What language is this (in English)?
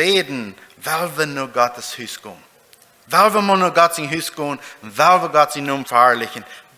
Plautdietsch